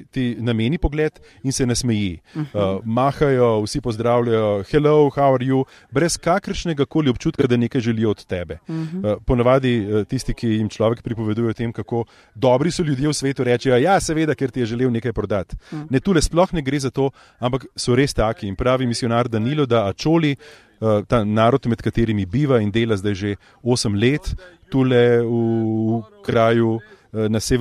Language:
Slovenian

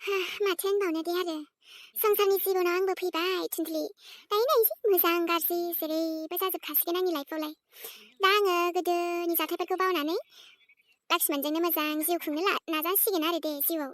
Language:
Bodo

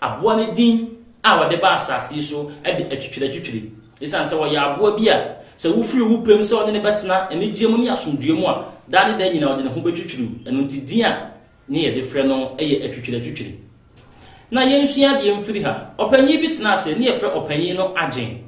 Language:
Akan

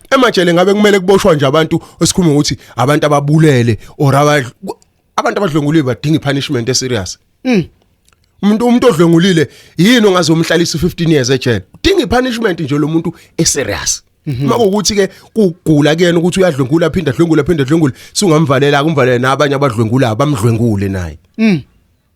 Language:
Zulu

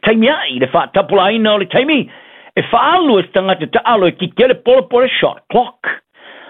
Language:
Samoan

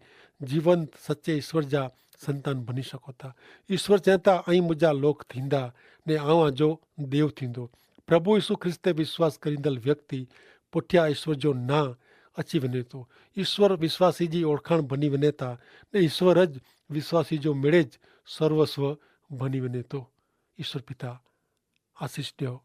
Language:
Kachhi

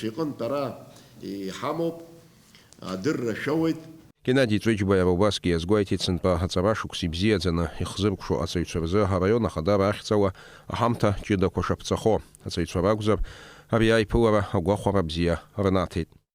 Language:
Abkhazian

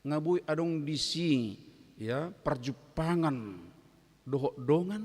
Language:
Batak Toba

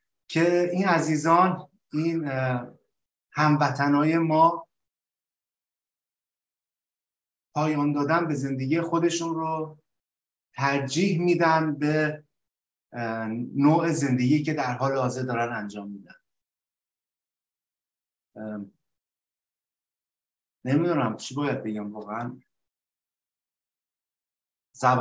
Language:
Persian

